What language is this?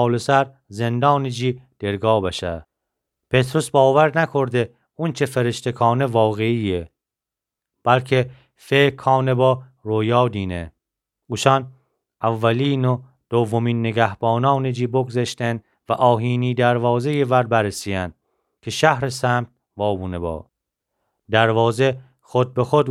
Gilaki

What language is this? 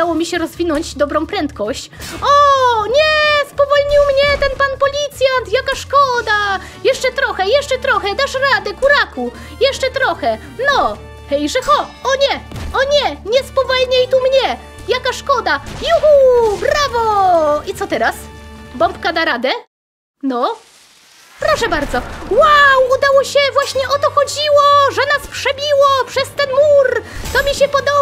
Polish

